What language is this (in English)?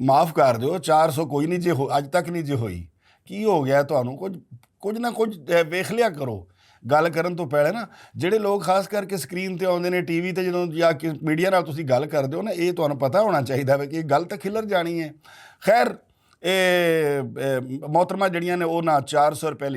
Western Panjabi